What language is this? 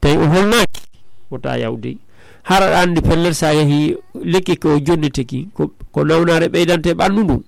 Fula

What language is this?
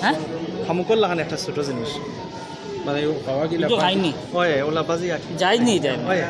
Sylheti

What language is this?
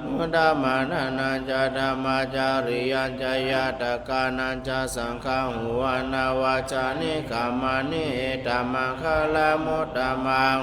Pali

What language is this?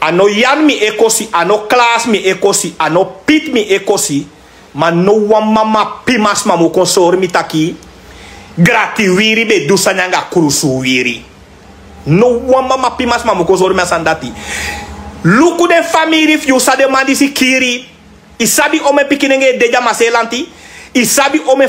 Sranan Tongo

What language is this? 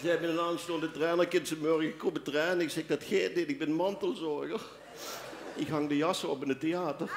Limburgish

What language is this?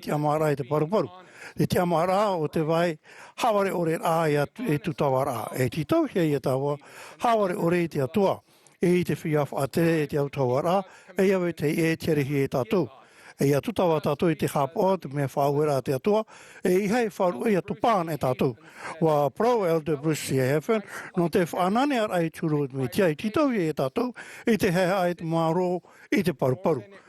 Tahitian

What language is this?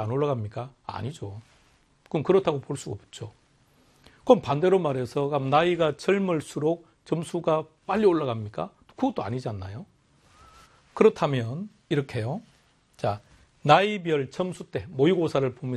Korean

